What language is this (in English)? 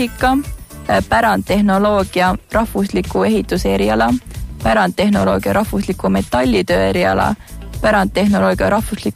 Estonian